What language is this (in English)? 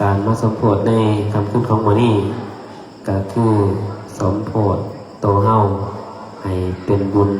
Pali